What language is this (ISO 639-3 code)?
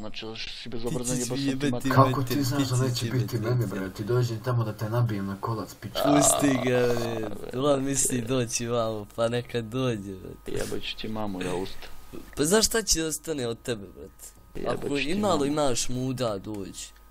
bos